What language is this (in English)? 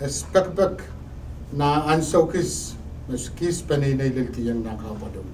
Pohnpeian